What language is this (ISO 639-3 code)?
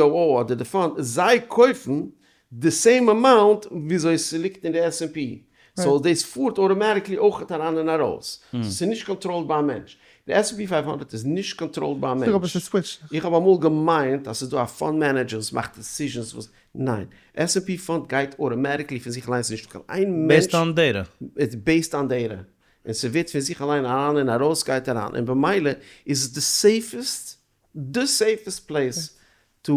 yid